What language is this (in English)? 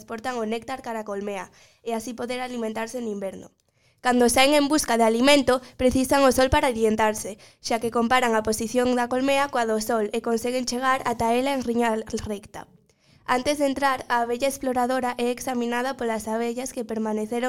Galician